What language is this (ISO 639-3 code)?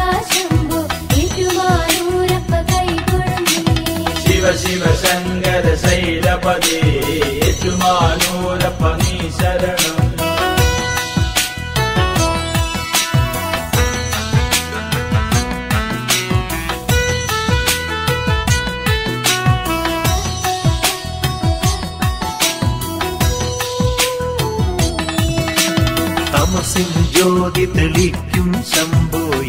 mal